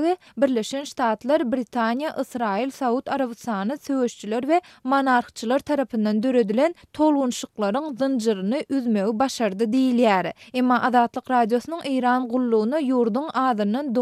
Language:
Turkmen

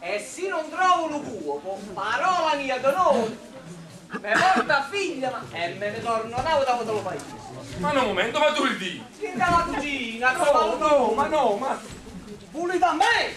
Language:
Neapolitan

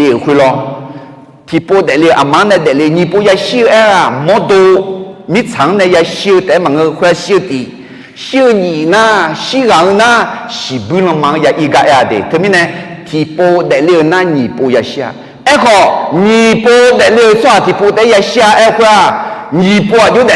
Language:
Akha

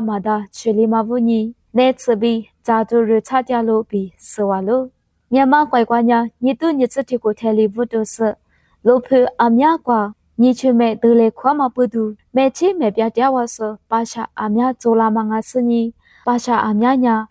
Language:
Lisu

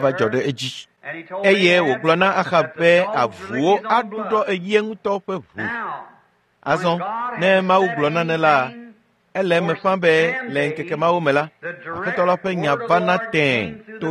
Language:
Ewe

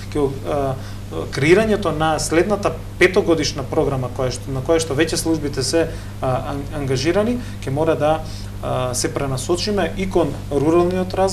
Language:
Macedonian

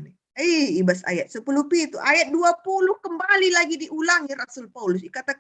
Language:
Batak Karo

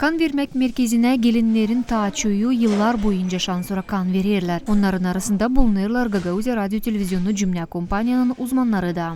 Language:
Gagauz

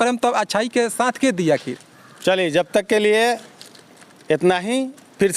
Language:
Bhojpuri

